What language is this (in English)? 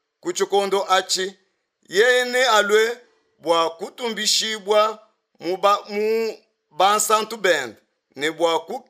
Luba-Lulua